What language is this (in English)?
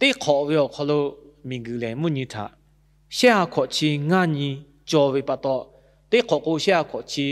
Lahu